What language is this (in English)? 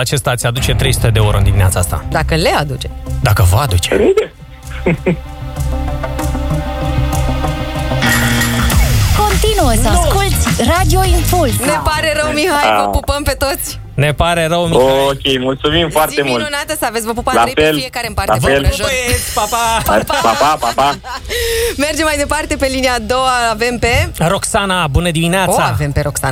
Romanian